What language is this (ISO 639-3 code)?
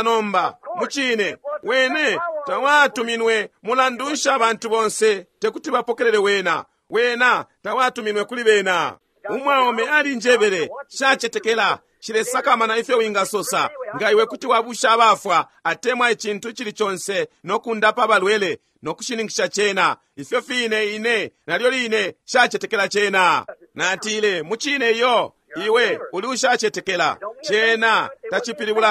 bem